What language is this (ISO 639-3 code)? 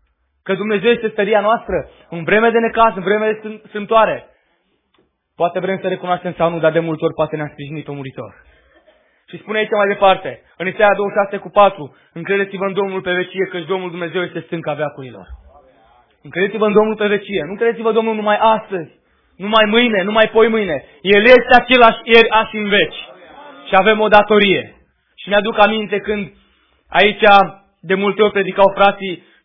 ron